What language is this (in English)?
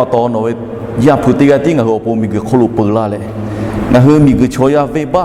Lahu